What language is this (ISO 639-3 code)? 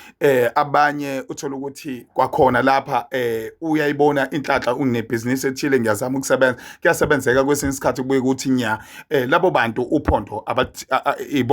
zul